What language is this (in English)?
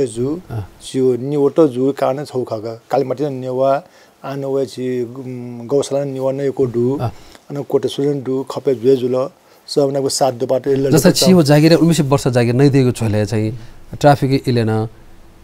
Newari